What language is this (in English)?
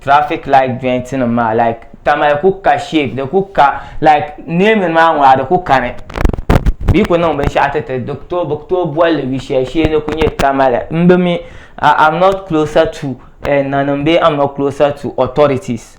Dagbani